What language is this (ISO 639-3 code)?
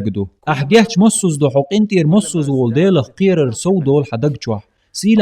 che